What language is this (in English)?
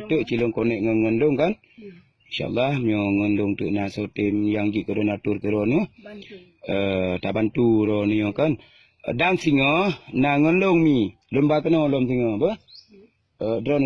Achinese